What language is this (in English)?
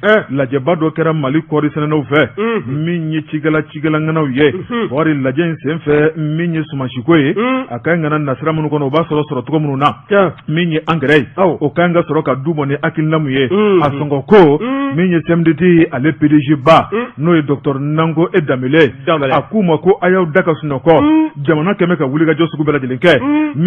Bambara